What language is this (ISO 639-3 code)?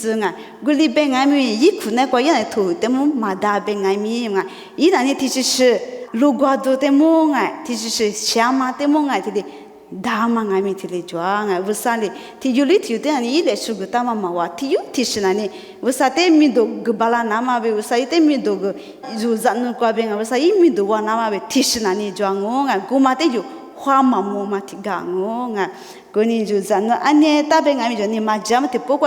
lis